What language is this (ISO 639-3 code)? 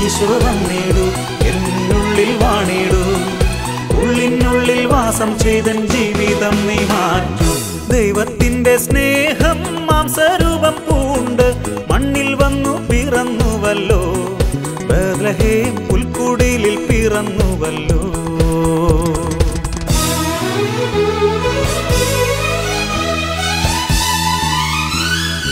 mal